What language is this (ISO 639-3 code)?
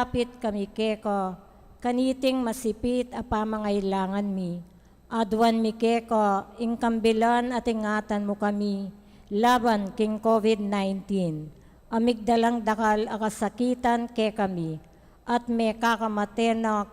pam